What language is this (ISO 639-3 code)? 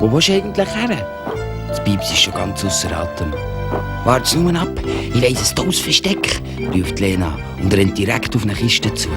gsw